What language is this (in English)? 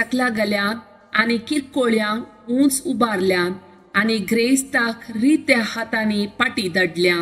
Konkani